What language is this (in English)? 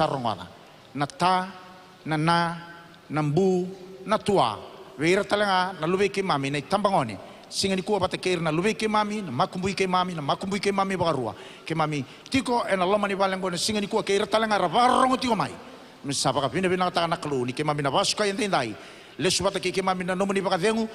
Fijian